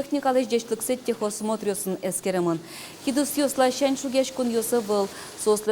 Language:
Udmurt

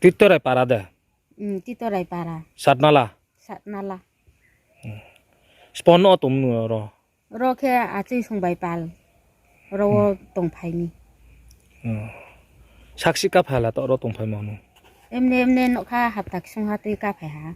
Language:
Riang (India)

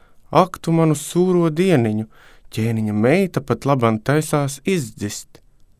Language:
Latvian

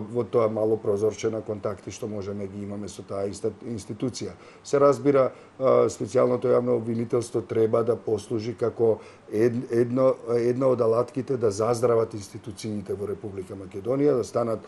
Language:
Macedonian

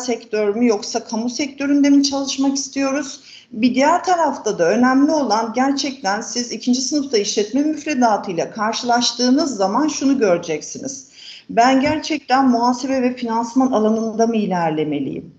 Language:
Turkish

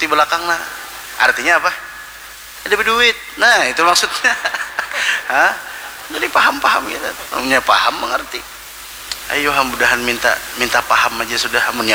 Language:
Banjar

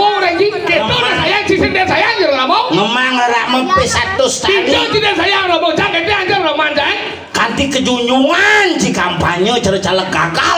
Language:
Balinese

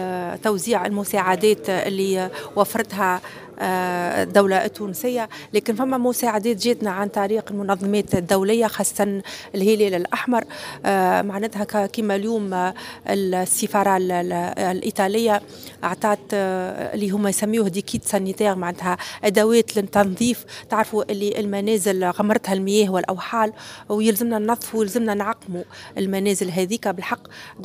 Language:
Tunisian Arabic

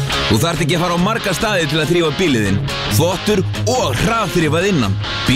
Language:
Icelandic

